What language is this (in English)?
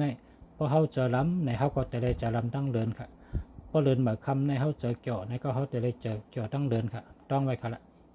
Shan